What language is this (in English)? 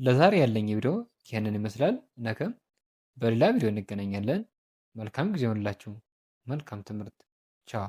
Amharic